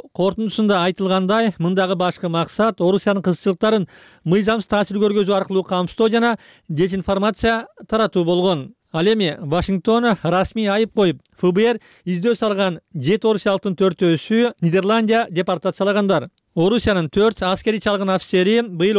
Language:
Kyrgyz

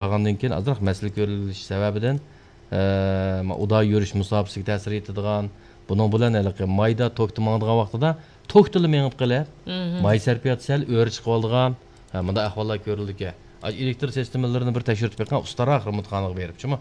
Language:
Uyghur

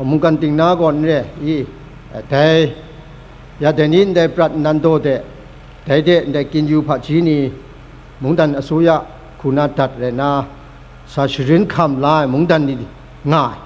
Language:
Kachin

